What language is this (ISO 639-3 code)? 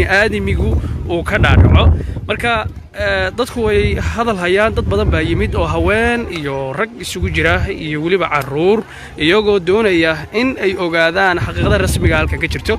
som